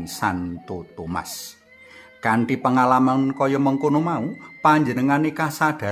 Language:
Javanese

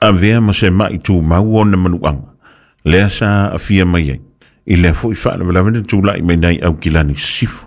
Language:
Samoan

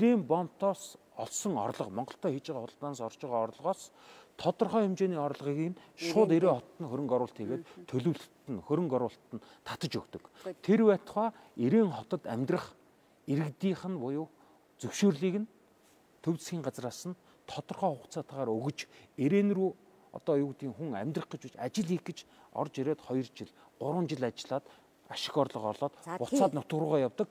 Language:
Mongolian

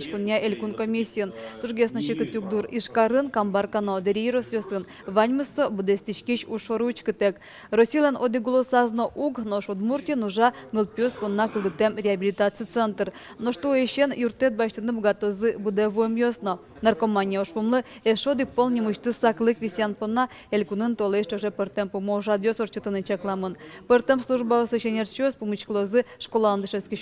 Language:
Udmurt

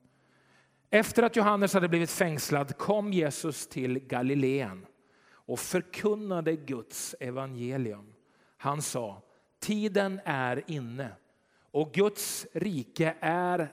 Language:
Swedish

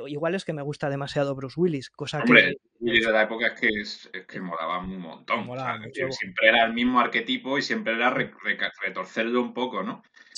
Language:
Spanish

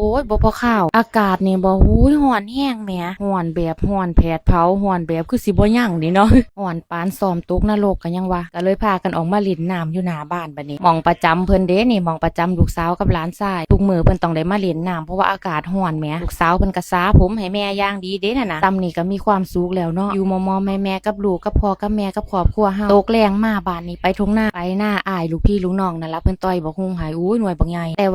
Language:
Northeastern Thai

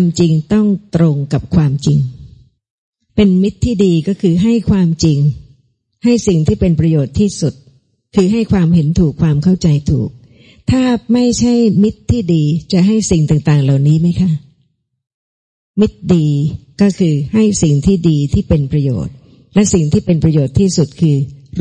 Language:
Thai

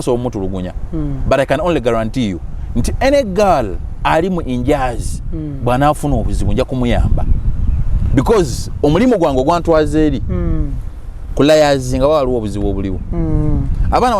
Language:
Ganda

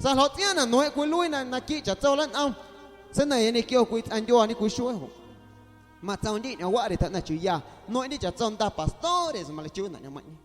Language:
Guerrero Amuzgo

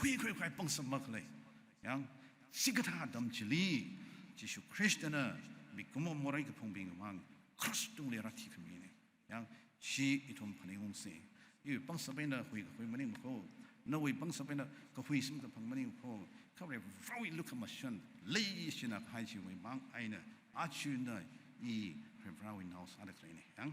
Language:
Tangkhul Naga (India)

